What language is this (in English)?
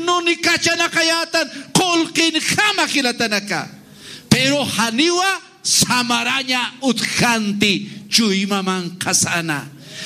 Aymara